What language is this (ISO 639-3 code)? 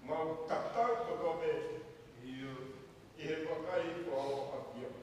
ton